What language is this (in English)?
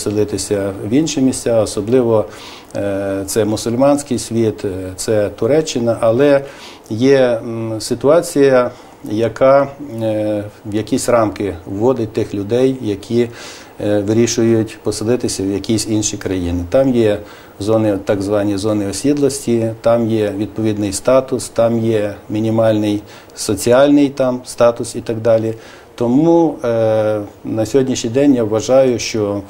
Ukrainian